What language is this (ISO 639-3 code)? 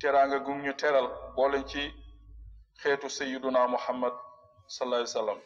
wol